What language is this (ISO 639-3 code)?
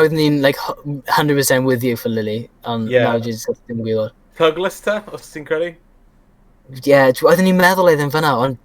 cym